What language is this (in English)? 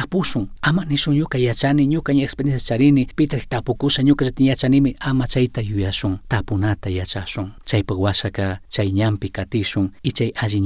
Chimborazo Highland Quichua